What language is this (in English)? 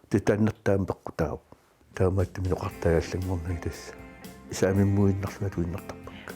Kalaallisut